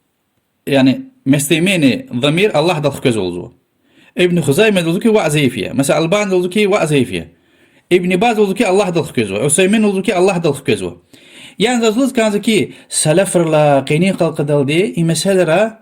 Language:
Lezghian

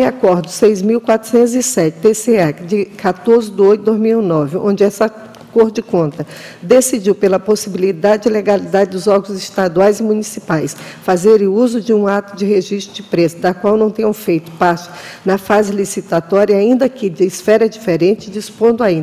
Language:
Portuguese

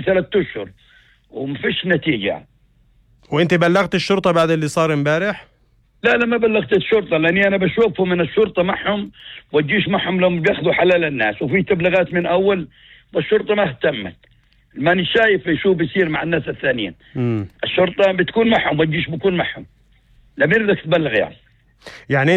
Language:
North Levantine Arabic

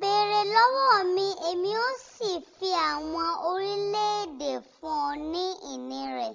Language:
Yoruba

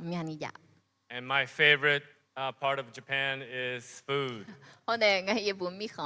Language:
Akha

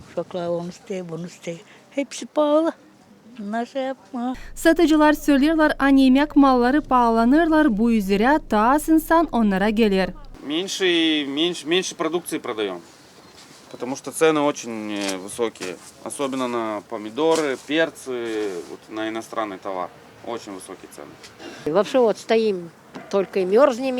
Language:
Gagauz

